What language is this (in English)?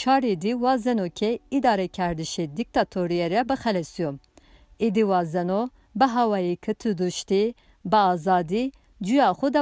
Zaza